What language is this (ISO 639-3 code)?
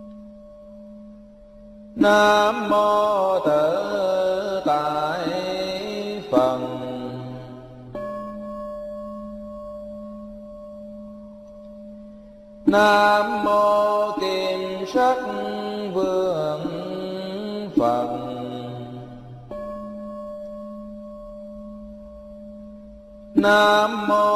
vie